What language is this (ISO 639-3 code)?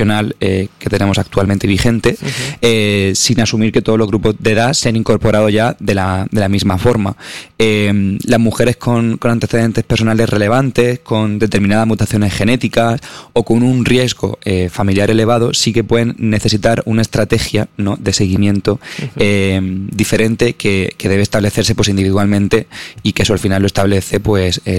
spa